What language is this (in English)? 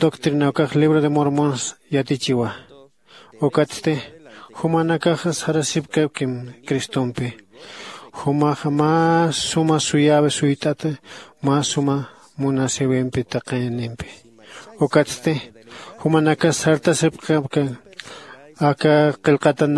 Aymara